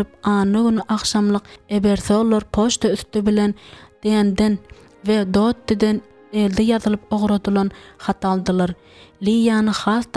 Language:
Turkmen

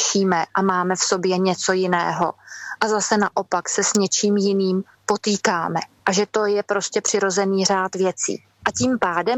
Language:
Czech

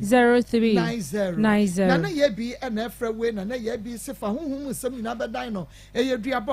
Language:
Akan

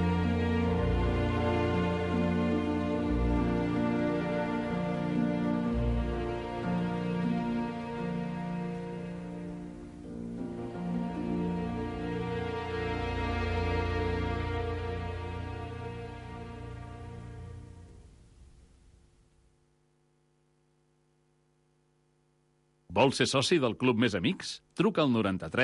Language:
Catalan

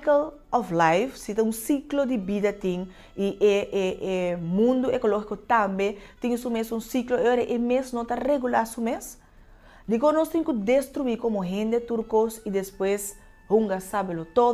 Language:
Papiamento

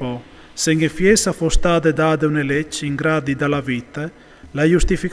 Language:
Friulian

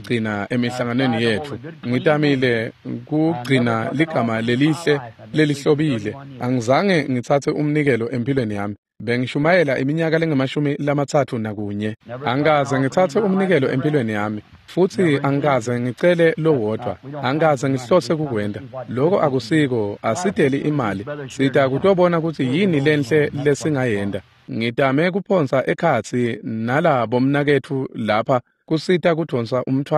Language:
Swati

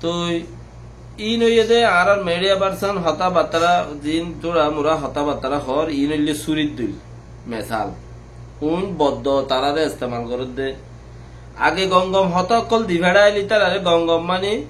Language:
Rohingya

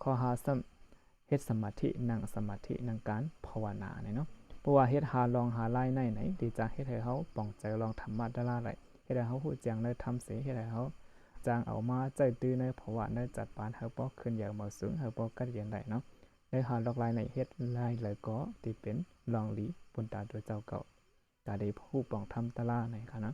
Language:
Shan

